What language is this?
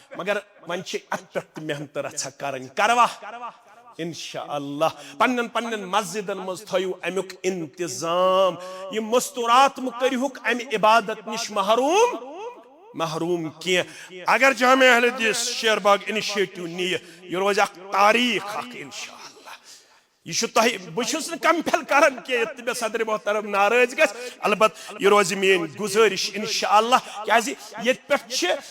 Kashmiri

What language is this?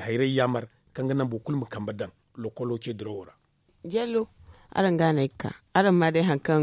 Zarma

